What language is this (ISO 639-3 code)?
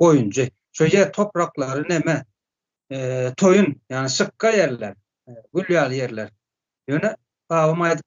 tuk